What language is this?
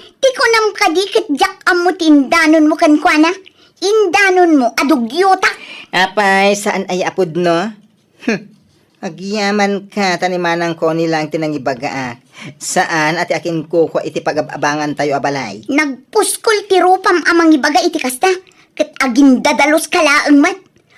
Iloko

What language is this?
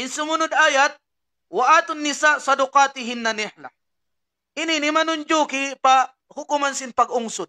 Tausug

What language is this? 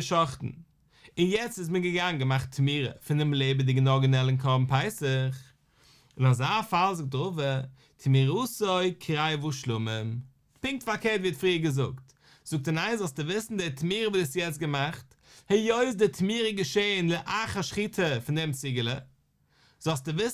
Yiddish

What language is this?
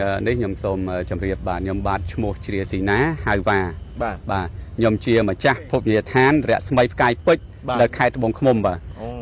Khmer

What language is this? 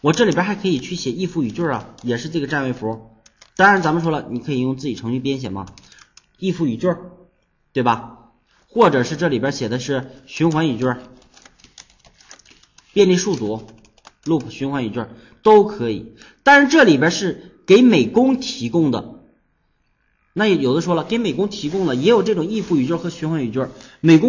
Chinese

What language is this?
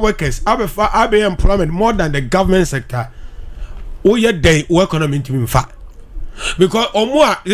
Akan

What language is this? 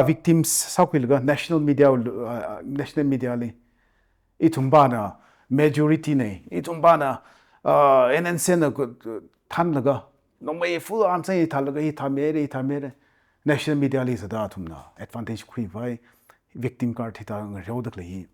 Tangkhul Naga (India)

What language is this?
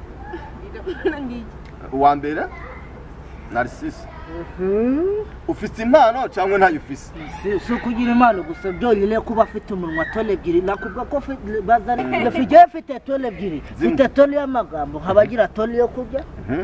Kinyarwanda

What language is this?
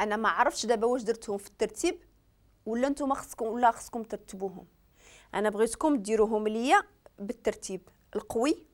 Moroccan Arabic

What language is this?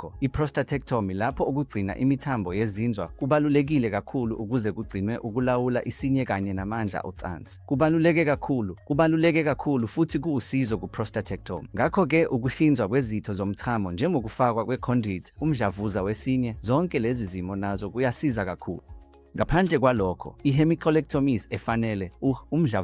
Zulu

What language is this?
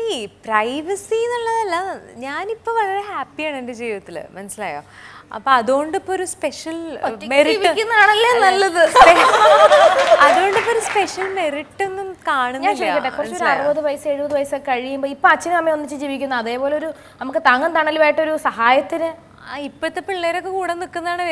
Malayalam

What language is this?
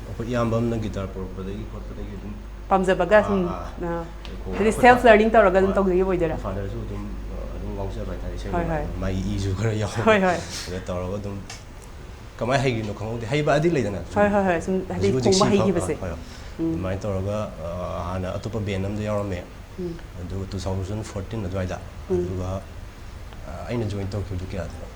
Manipuri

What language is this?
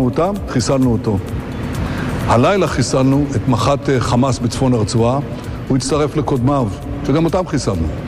Hebrew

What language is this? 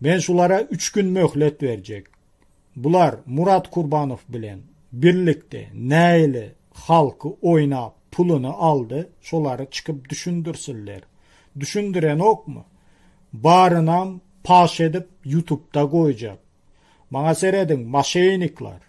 Turkmen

